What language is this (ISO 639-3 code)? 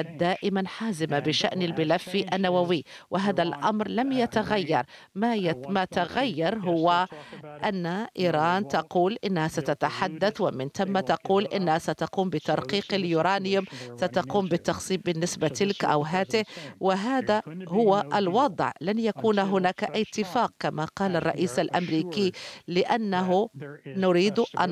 ara